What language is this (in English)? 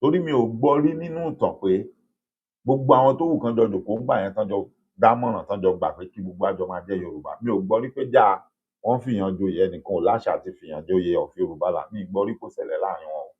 Yoruba